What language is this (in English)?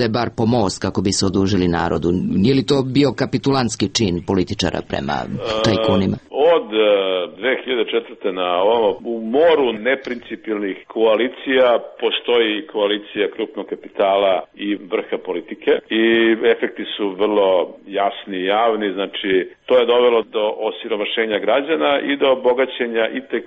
Serbian